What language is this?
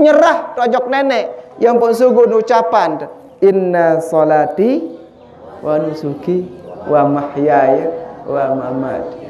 Sasak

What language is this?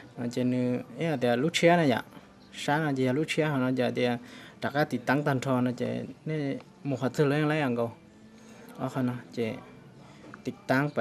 Hmong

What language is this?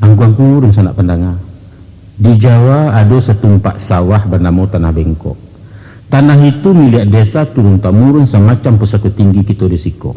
Minangkabau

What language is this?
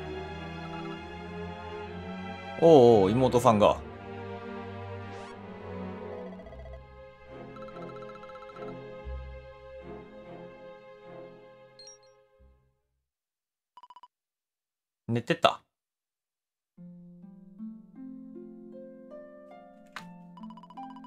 Japanese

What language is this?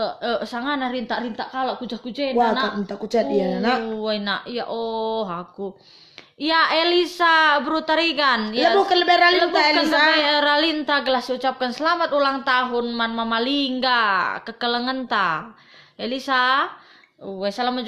Batak Karo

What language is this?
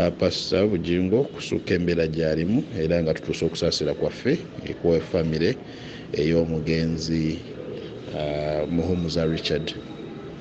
Ganda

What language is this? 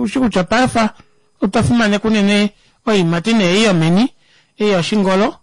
Kuanyama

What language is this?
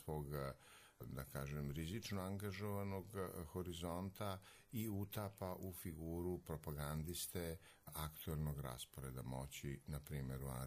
Serbian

